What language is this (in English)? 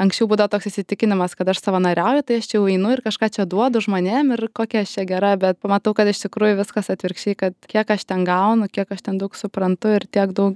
Lithuanian